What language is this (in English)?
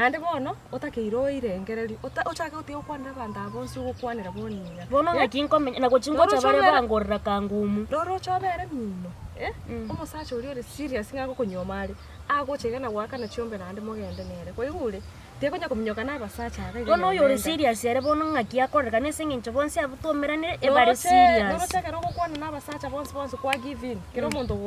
Gusii